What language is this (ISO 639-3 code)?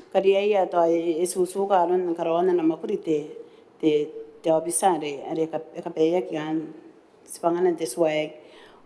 gil